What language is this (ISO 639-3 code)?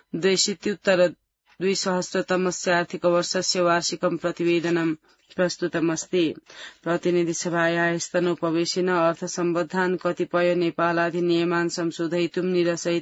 san